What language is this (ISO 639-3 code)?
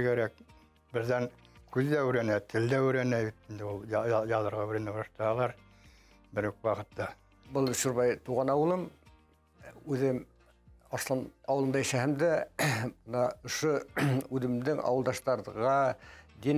bak